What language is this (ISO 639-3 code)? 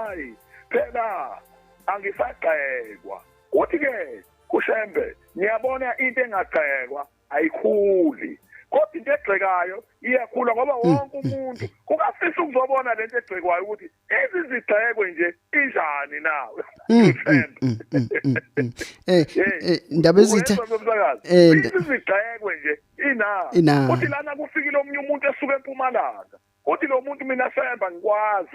zul